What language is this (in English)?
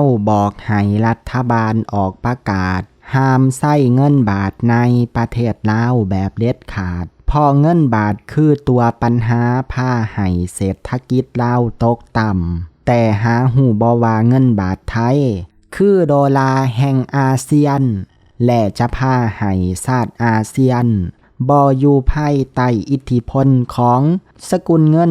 Lao